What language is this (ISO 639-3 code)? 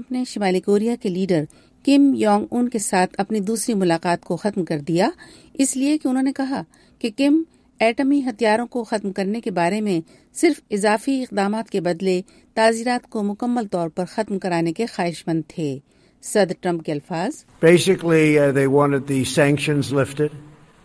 urd